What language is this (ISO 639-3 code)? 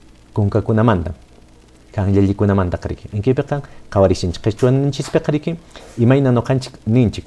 que